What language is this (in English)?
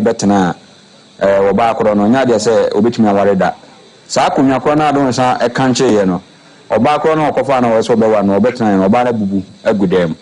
Akan